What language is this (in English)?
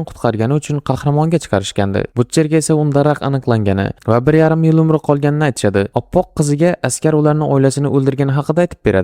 Uzbek